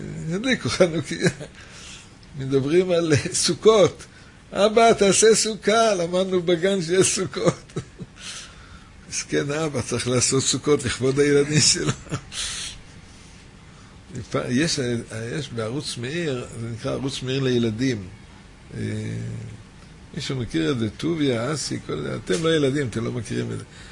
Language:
Hebrew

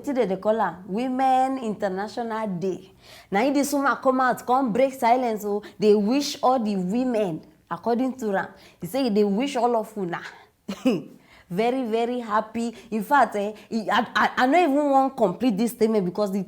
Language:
Nigerian Pidgin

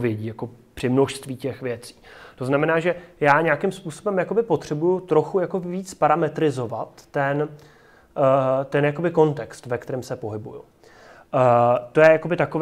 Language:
Czech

